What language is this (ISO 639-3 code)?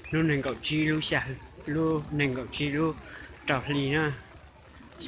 hmn